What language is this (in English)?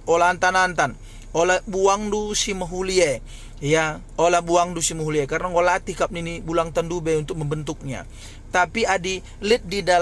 Batak Karo